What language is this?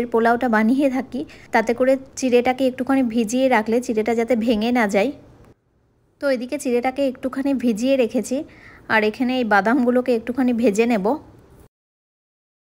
Bangla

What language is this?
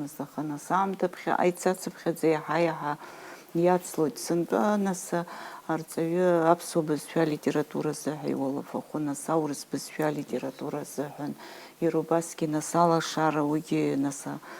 Abkhazian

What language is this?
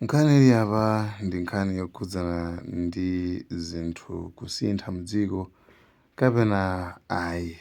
Nyanja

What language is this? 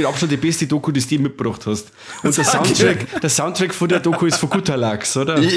Bavarian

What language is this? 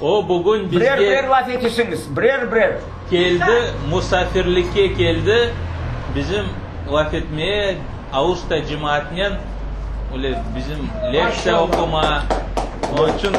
Crimean Tatar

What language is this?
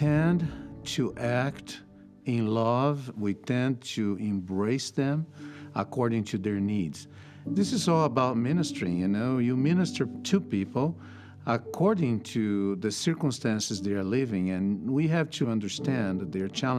Tahitian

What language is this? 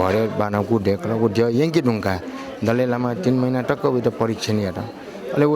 Newari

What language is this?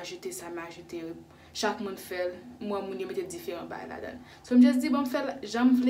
Haitian Creole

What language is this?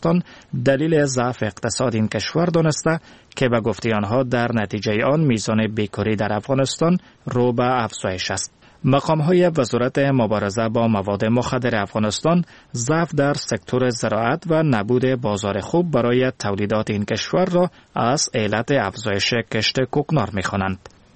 Persian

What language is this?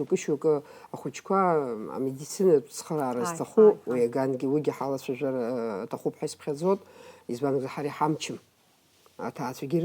Abkhazian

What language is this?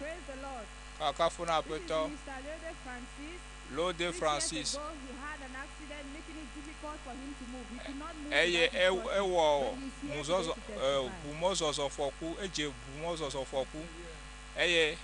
Ewe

